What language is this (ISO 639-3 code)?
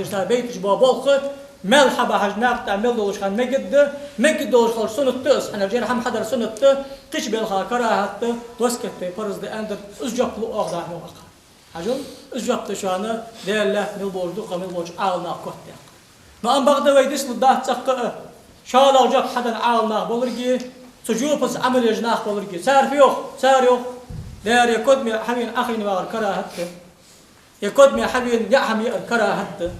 inh